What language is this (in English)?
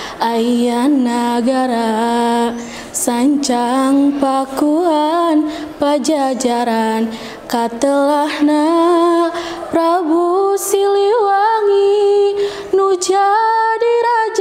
Sundanese